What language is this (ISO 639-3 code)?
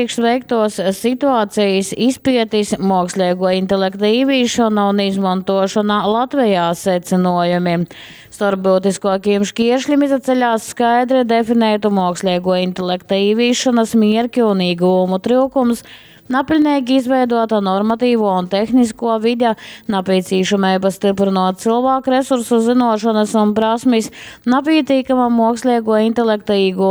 ltg